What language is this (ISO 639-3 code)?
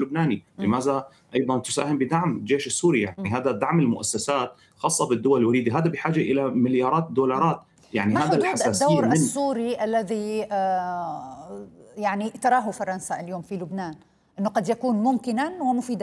ara